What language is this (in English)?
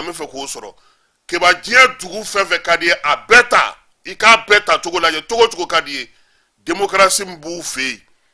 Bambara